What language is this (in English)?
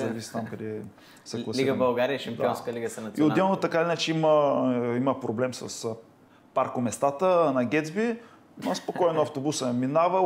Bulgarian